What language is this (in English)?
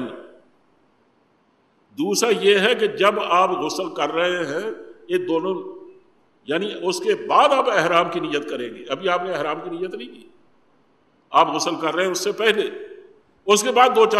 Urdu